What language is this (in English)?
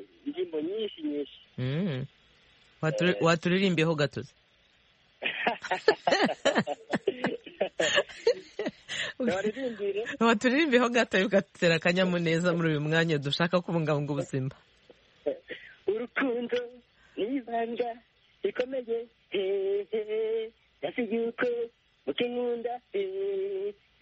Kinyarwanda